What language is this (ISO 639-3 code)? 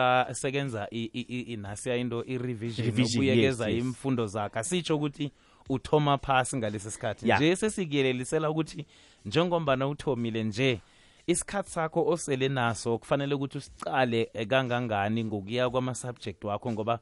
nbl